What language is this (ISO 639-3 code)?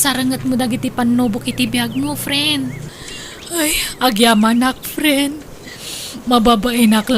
ilo